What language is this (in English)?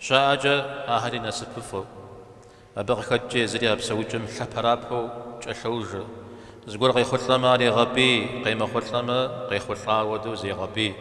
Kabardian